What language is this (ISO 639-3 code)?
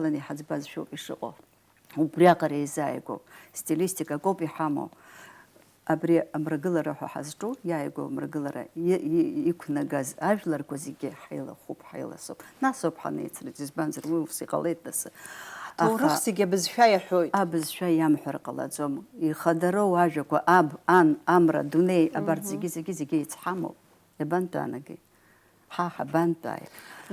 abk